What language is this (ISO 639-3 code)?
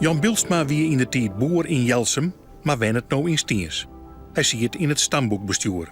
fry